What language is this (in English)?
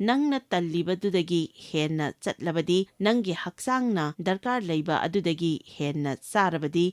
Manipuri